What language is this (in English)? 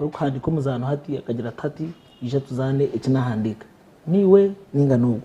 Nyankole